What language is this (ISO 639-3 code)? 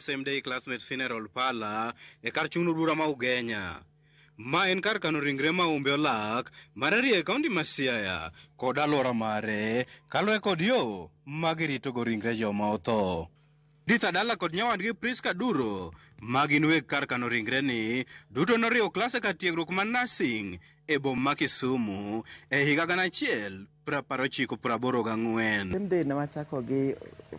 luo